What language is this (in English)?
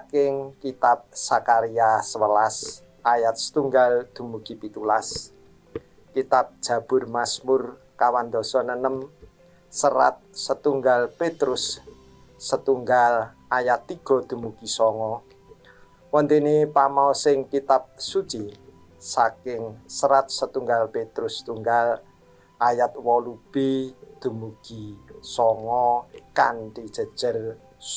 Javanese